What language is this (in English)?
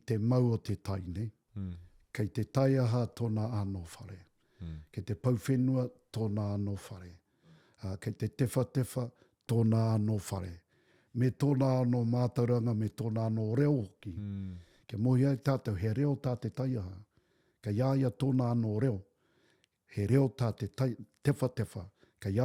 Māori